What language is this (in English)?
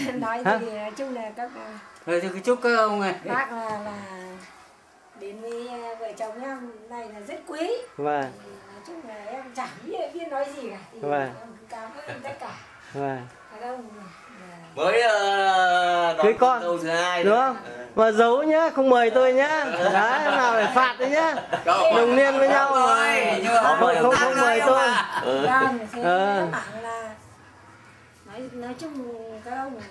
Vietnamese